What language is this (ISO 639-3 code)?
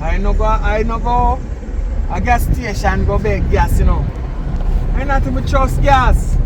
jam